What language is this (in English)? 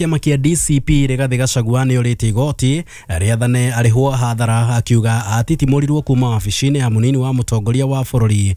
Kikuyu